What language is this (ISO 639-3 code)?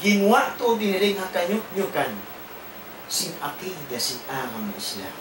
tsg